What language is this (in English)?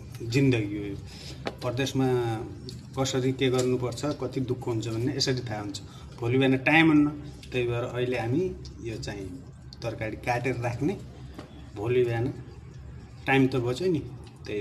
Nepali